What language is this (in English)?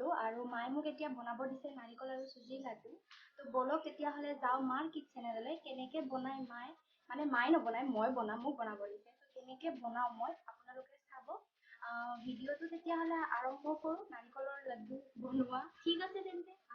Assamese